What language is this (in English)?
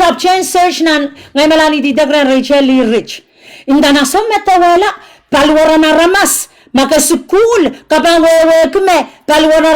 Pohnpeian